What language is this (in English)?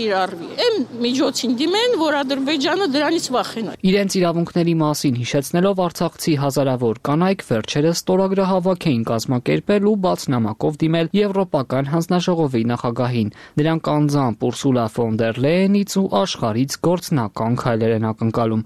Armenian